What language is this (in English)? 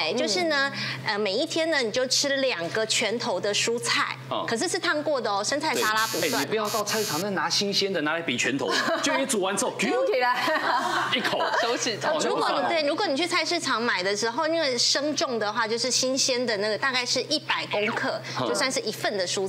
Chinese